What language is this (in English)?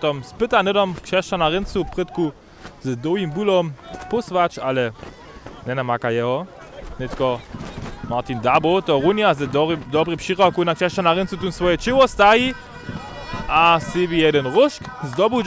Upper Sorbian